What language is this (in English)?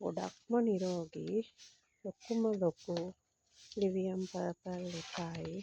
Sinhala